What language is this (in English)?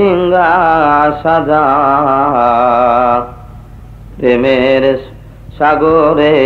Bangla